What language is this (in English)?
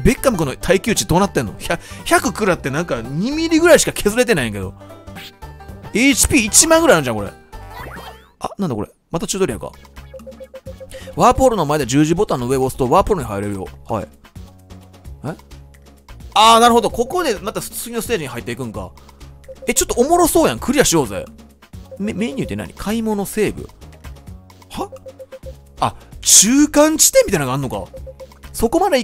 Japanese